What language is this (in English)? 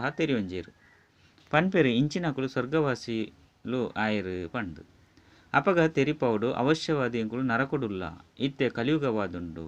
Tulu